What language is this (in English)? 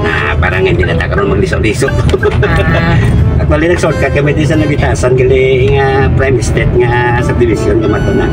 Hiligaynon